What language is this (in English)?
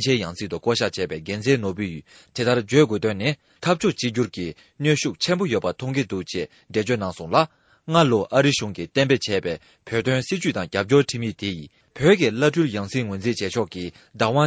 Tibetan